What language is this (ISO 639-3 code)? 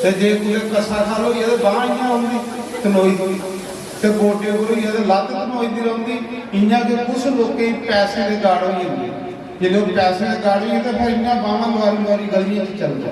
doi